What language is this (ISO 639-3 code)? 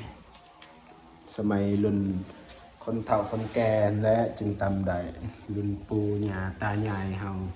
lao